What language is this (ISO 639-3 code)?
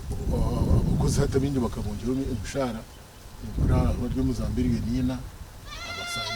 nyn